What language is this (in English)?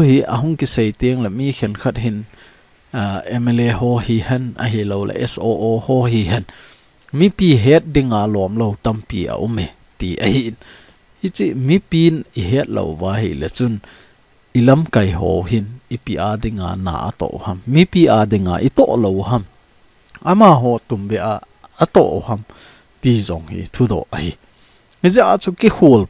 Thado Chin